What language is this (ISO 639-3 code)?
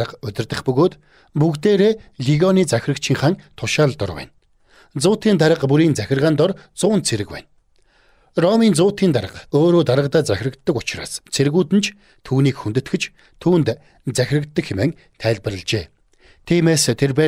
mon